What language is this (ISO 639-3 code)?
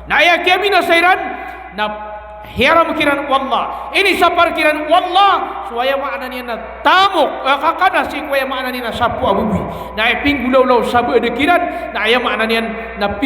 mrw